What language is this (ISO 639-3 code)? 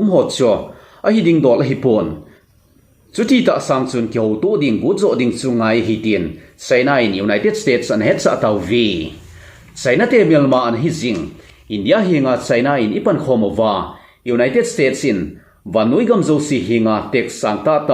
tcz